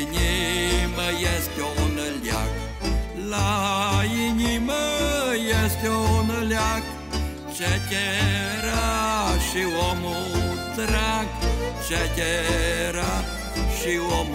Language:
Romanian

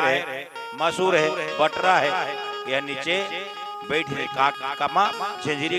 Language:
Chhattisgarhi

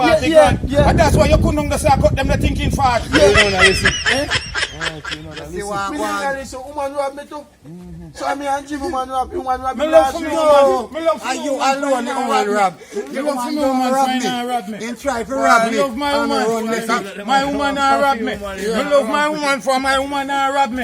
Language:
Jamaican Creole English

